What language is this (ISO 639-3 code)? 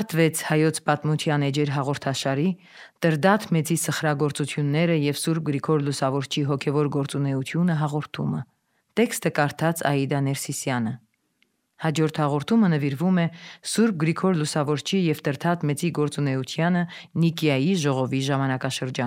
hye